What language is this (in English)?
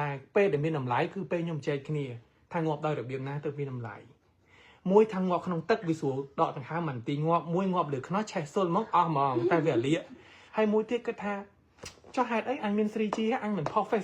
Khmer